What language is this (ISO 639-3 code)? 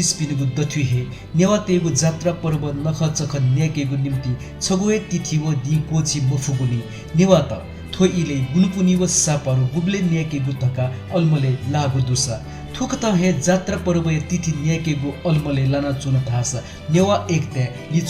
new